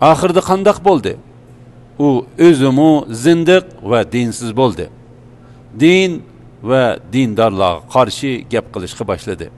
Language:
Uyghur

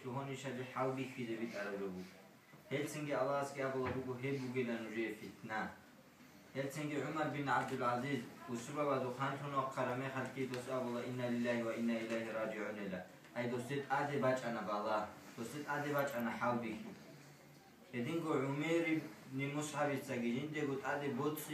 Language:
Avaric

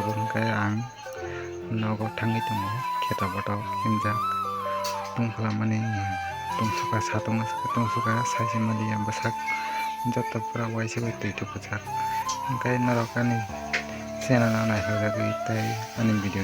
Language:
Kok Borok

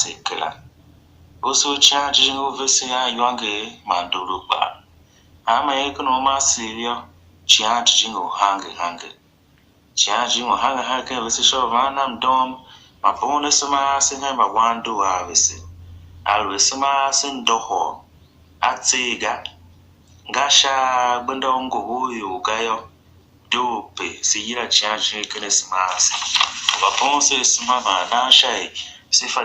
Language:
Tiv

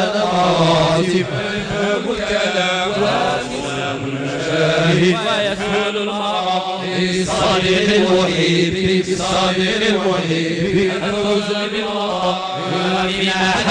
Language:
Arabic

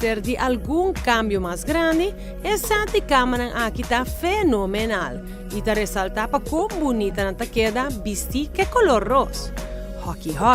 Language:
Papiamento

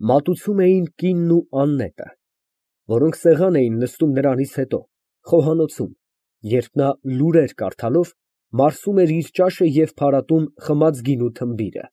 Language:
Armenian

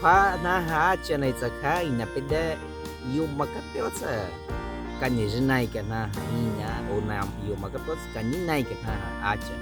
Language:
Baniwa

